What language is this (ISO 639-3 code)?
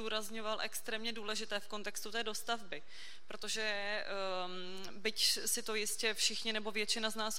ces